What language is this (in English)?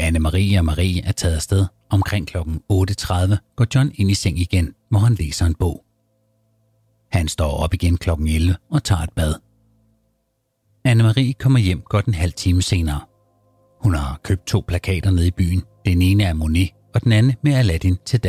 Danish